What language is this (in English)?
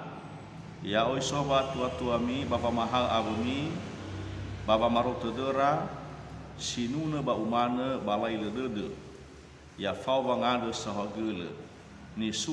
Nias